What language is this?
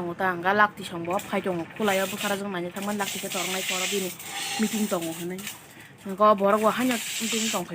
Kok Borok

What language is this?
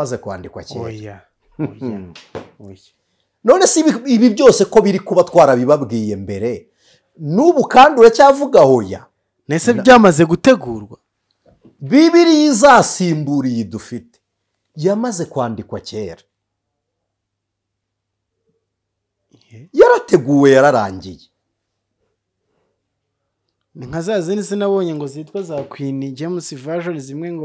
Kinyarwanda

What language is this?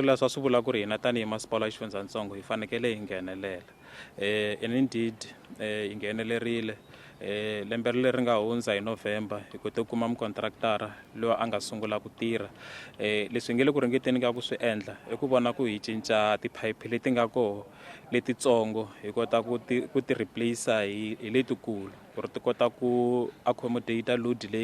Tsonga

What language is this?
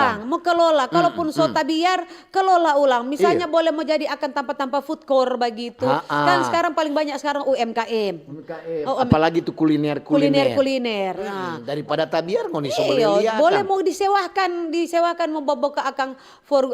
Manado Malay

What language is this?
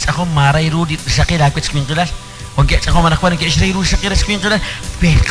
Kekchí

